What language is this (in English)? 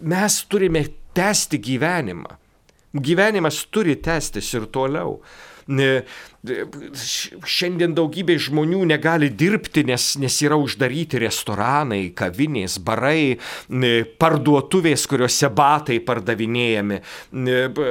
Lithuanian